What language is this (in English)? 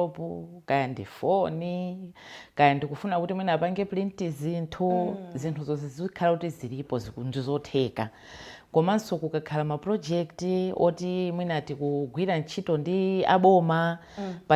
Nyanja